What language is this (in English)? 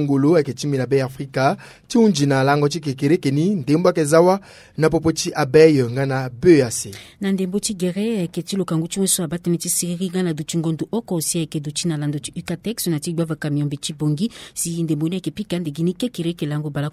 Sango